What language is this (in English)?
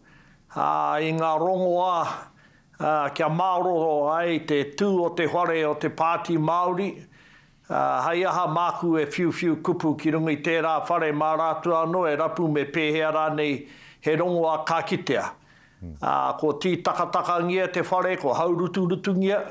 Māori